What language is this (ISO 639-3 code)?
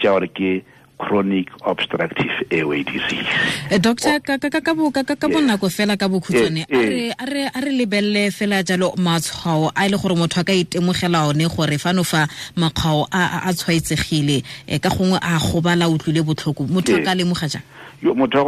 tsn